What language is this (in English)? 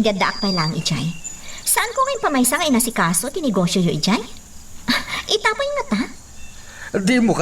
Iloko